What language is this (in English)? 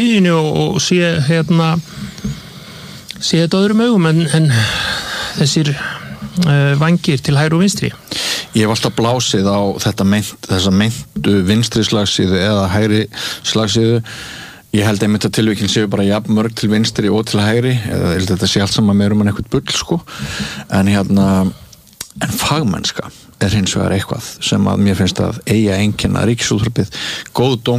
Icelandic